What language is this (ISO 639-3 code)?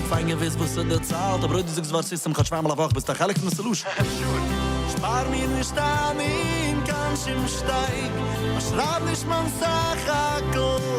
yid